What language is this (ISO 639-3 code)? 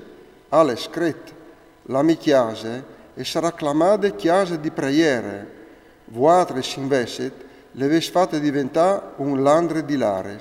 fur